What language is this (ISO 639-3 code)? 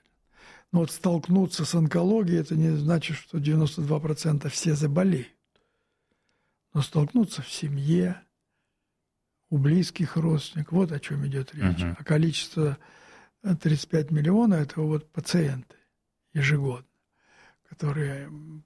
rus